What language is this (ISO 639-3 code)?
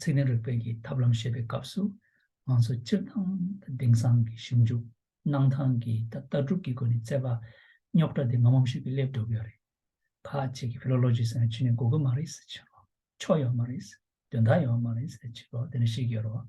bod